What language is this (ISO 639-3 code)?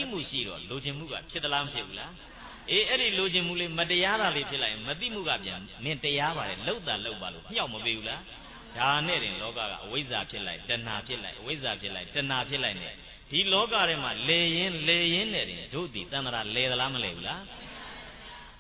mya